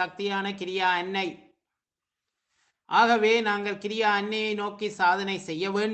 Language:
Tamil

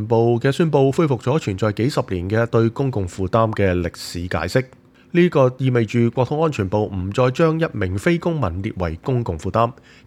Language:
Cantonese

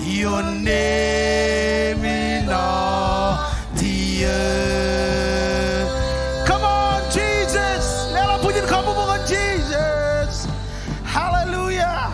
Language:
Marshallese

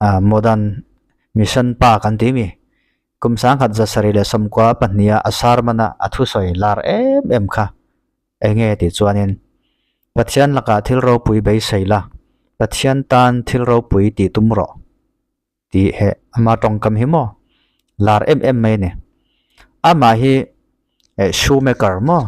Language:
Mizo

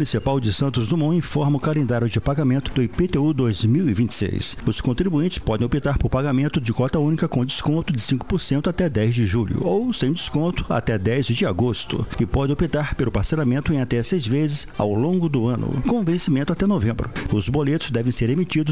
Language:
Portuguese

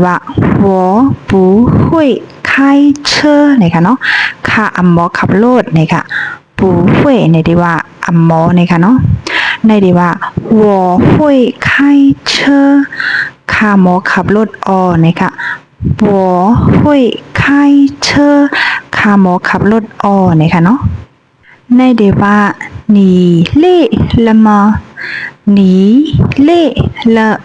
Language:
Shan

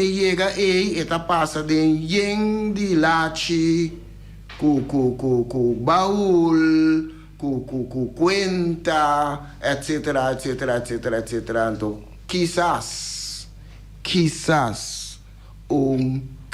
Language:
Papiamento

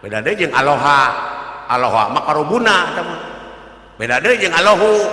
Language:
Sundanese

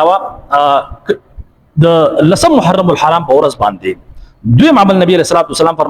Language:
Pashto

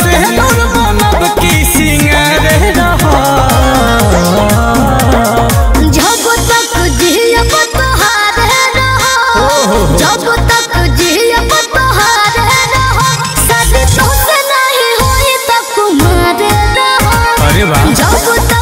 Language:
Bhojpuri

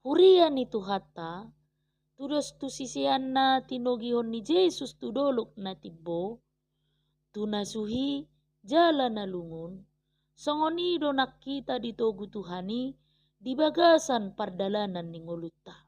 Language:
Batak Toba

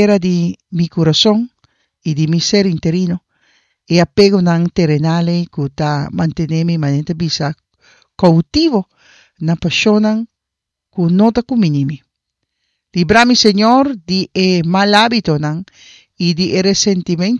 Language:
Papiamento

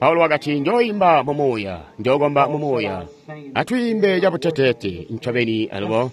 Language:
Tonga (Zambia)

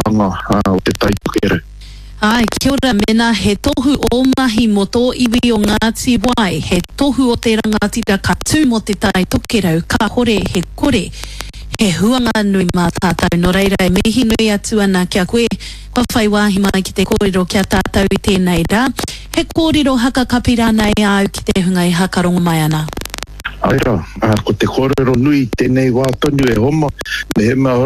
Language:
Māori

